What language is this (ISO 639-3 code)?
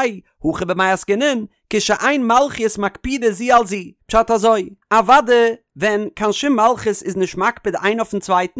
yid